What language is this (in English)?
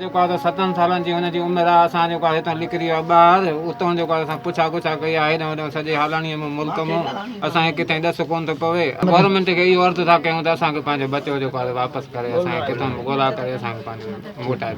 Sindhi